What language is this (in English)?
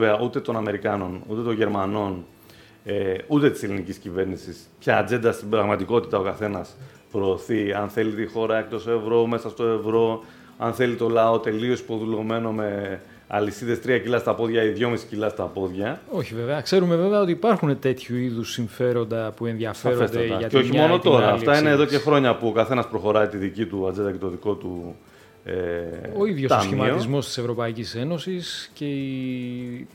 Greek